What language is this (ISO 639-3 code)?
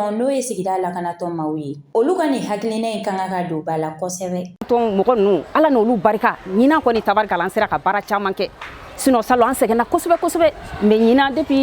bam